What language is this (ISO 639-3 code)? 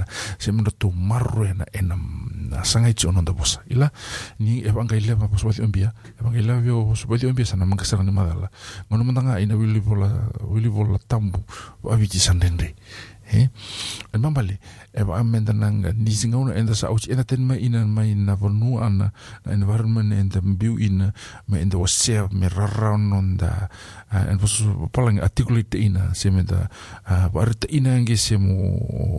fij